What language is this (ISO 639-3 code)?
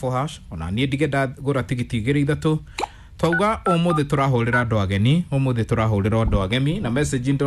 kik